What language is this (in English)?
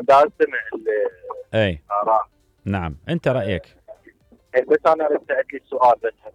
Mesopotamian Arabic